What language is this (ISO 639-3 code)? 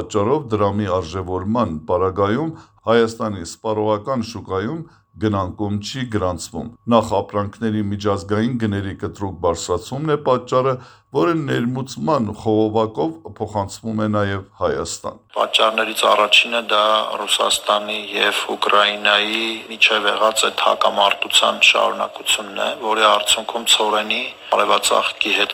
hye